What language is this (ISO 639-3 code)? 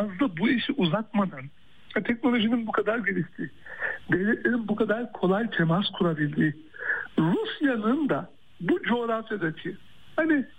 tur